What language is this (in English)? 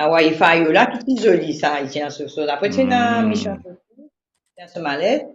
Morisyen